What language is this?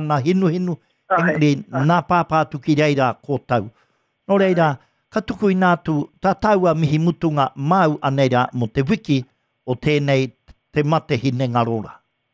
Māori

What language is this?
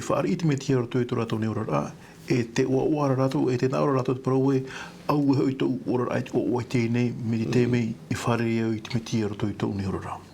Tahitian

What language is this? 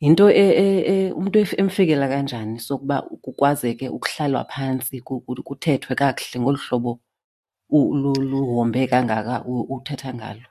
Xhosa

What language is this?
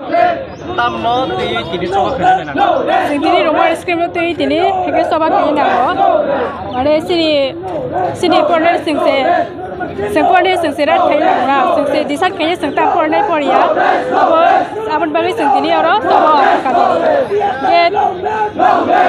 Kok Borok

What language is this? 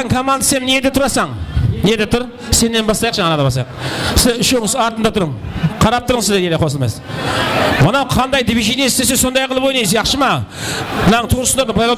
Kara-Kalpak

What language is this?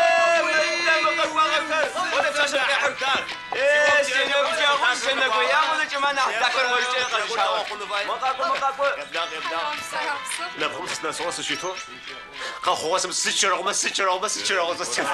Adyghe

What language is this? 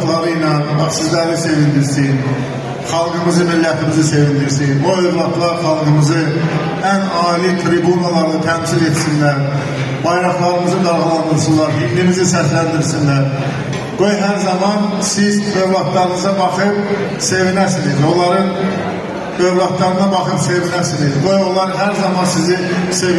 Azerbaijani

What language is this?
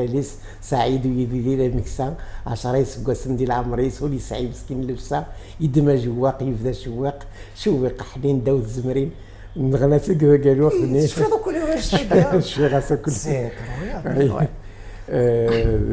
Kabyle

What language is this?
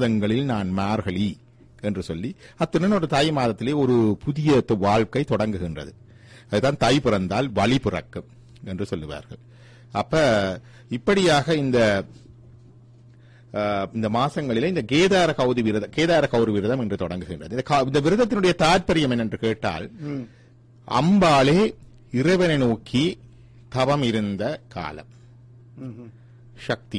Tamil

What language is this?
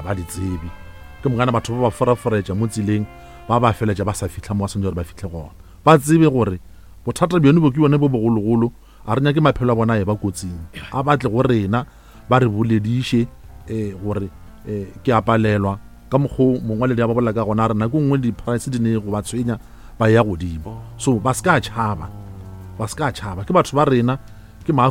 Northern Sotho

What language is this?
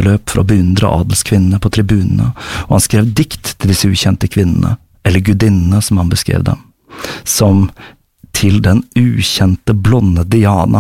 Norwegian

